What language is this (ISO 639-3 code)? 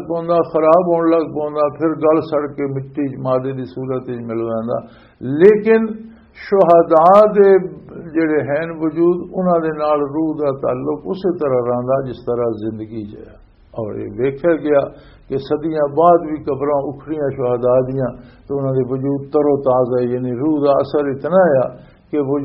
lah